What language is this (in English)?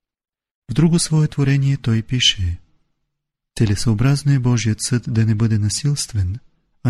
Bulgarian